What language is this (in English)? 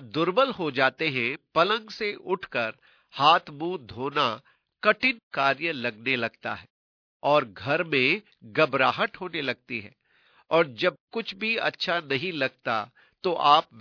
Hindi